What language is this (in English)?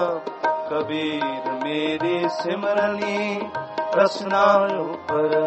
Punjabi